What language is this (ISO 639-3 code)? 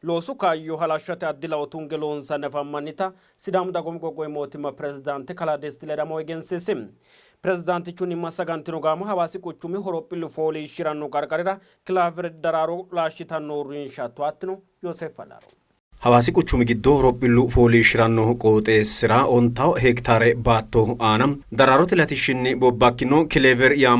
sid